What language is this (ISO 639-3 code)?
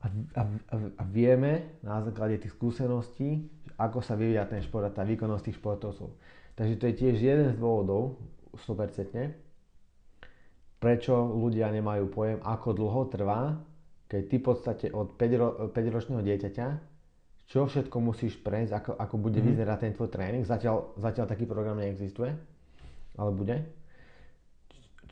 slk